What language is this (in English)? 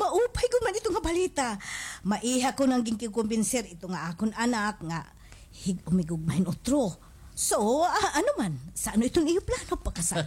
Waray